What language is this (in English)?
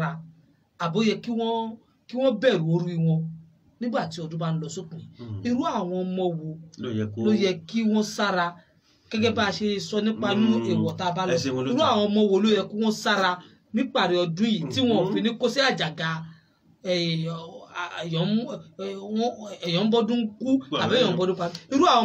Yoruba